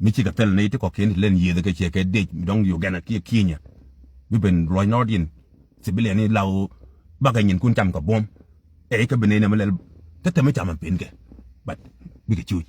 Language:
Nuer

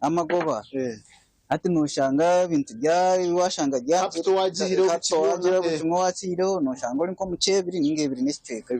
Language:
Nyankole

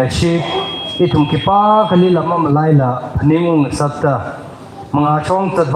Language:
Tangkhul Naga (India)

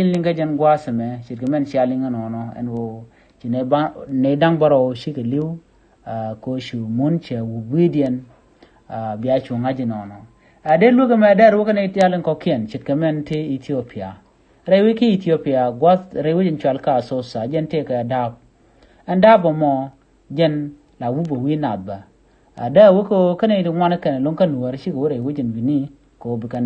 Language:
Nuer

